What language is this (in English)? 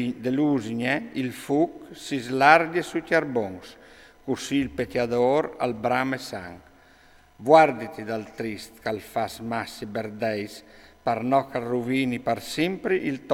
Friulian